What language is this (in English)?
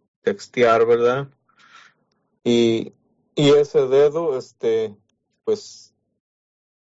Spanish